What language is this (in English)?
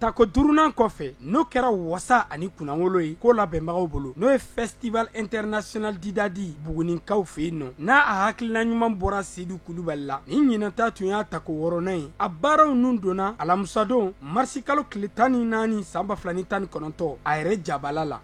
Bambara